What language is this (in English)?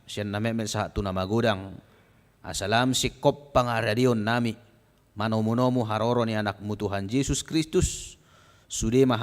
Batak Toba